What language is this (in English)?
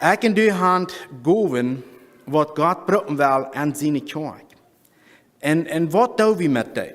Plautdietsch